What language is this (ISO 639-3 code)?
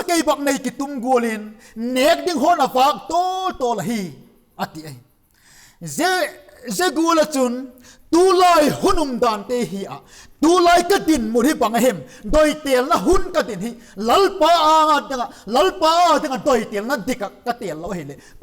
vap